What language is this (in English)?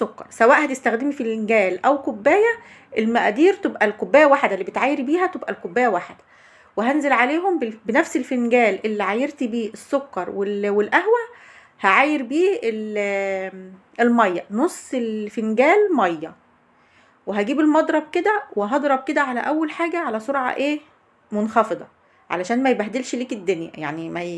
Egyptian Arabic